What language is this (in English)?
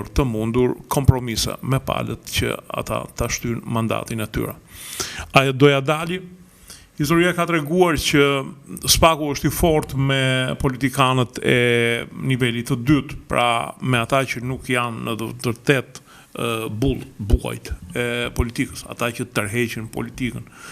Albanian